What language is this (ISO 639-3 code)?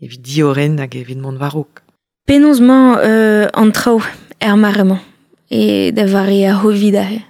bre